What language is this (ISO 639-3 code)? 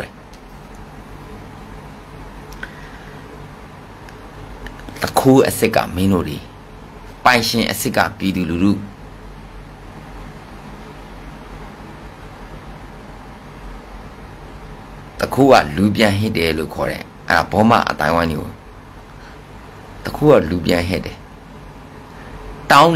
mya